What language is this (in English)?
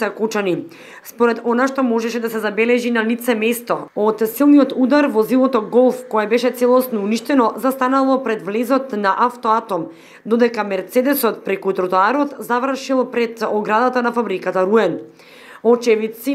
Macedonian